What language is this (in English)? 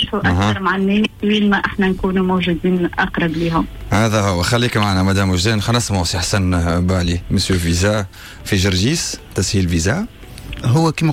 Tunisian Arabic